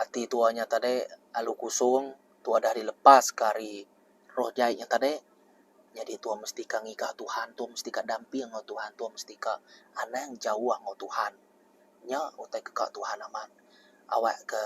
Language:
Iban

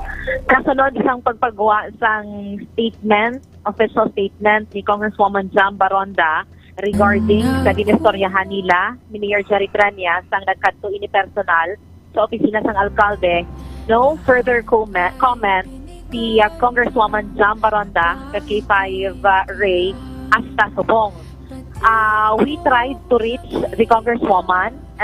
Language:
Hiligaynon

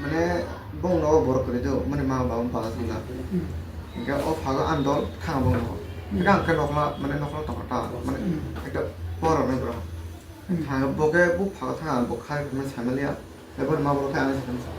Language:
Kok Borok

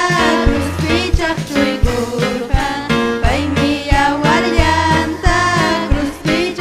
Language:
Ayacucho Quechua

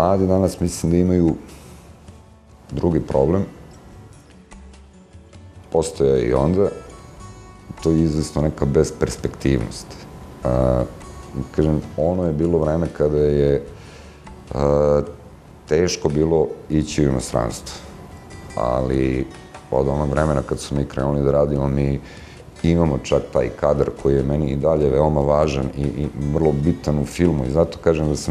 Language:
Serbian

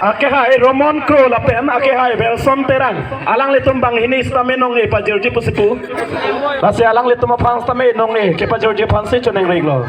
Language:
Karbi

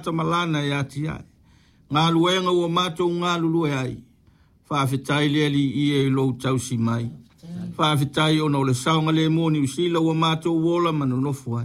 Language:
Samoan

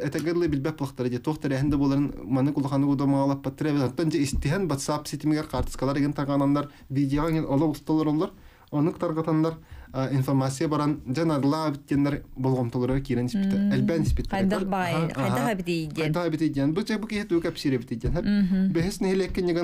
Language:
Yakut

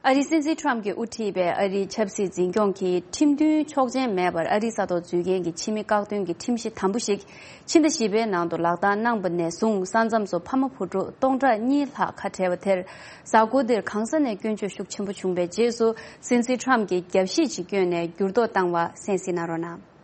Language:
Tibetan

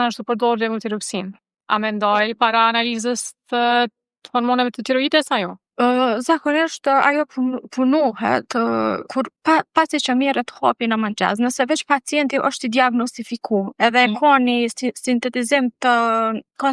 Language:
Albanian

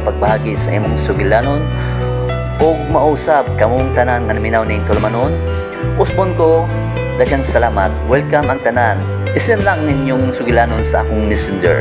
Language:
Cebuano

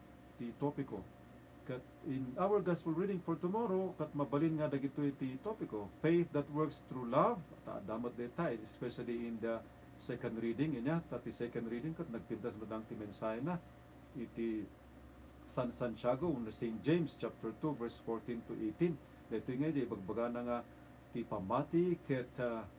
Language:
Iloko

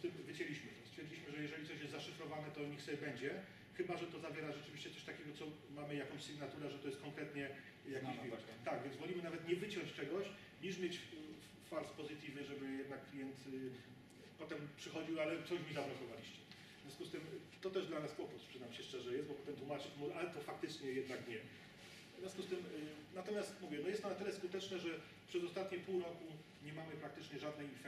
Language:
Polish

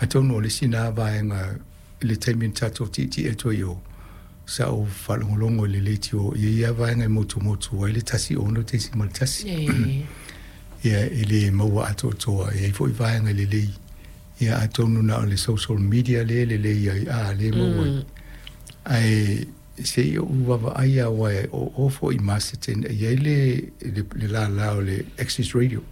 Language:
Samoan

